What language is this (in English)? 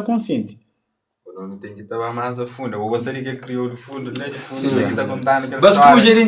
Kabuverdianu